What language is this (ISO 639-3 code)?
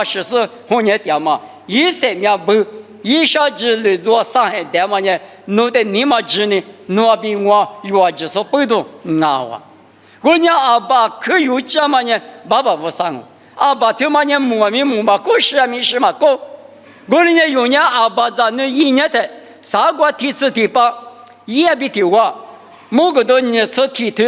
lis